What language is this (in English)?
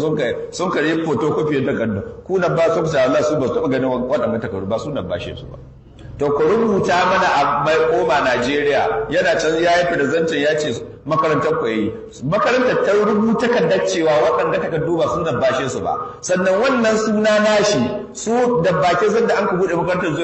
Hausa